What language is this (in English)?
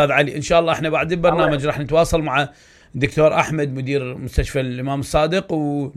Mesopotamian Arabic